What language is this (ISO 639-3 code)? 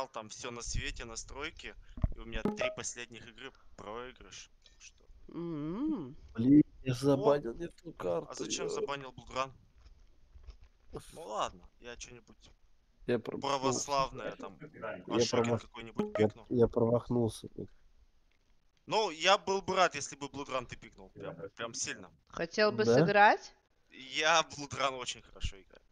rus